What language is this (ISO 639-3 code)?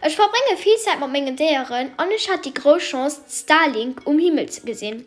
ltz